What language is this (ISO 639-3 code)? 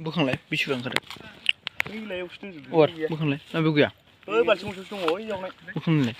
brx